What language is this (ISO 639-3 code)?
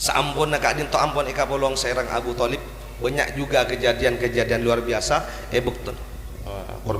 mad